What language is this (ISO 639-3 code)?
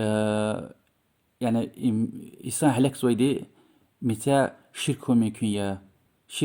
lez